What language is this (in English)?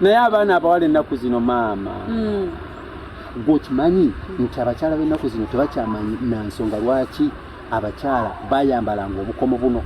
Ganda